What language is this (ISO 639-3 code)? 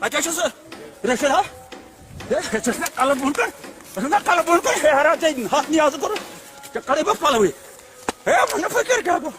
kas